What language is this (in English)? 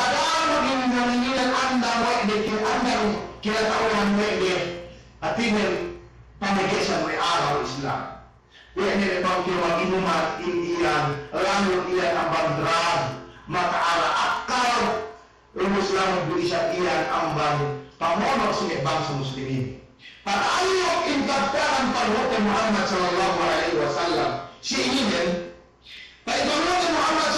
Yakan